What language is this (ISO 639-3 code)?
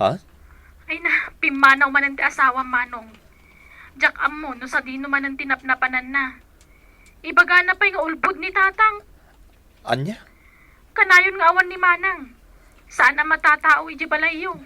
ilo